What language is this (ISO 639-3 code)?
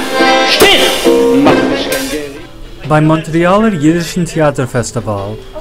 yid